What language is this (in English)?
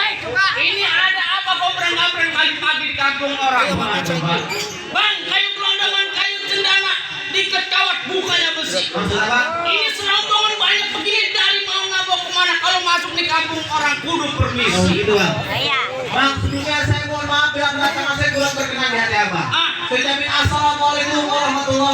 Betawi